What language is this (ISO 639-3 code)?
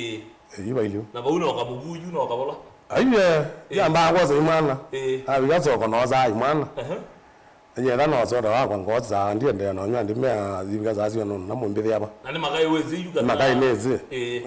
kam